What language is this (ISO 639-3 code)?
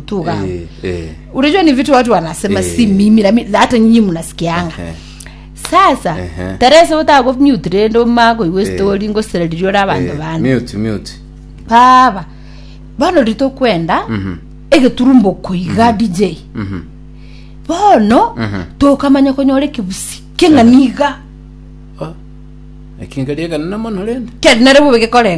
guz